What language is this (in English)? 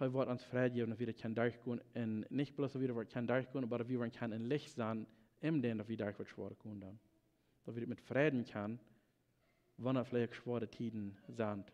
Plautdietsch